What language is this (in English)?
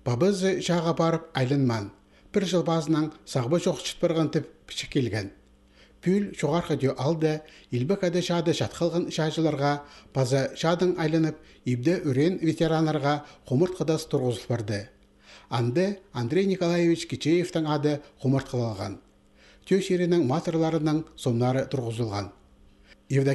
Khakas